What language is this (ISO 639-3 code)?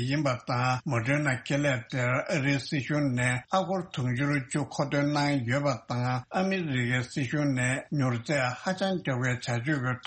bod